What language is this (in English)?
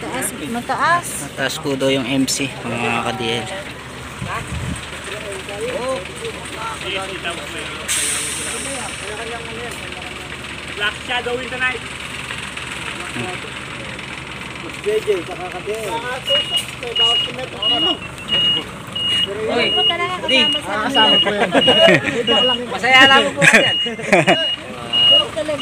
Filipino